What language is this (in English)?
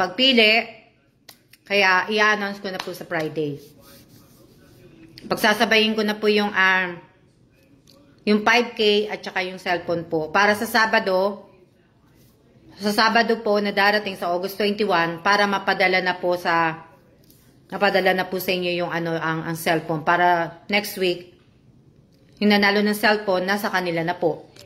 Filipino